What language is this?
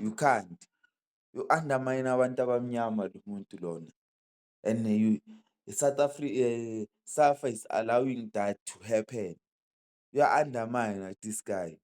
Zulu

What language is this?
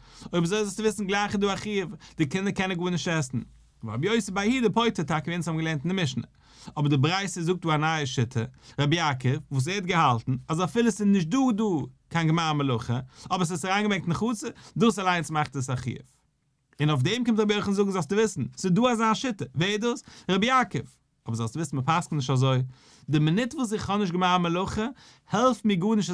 Yiddish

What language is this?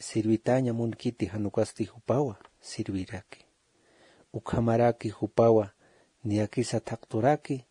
Aymara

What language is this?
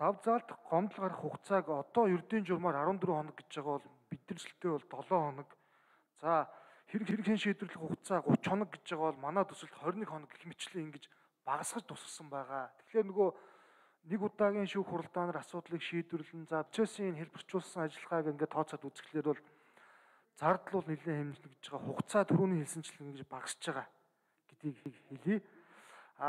Mongolian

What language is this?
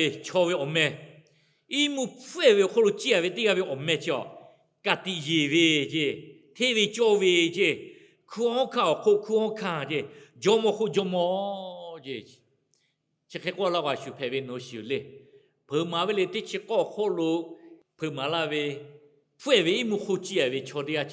Lahu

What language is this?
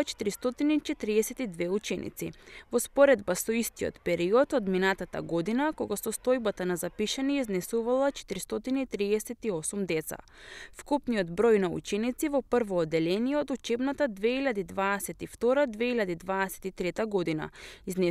Macedonian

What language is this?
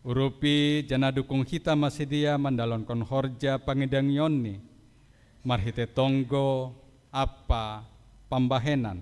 Batak Simalungun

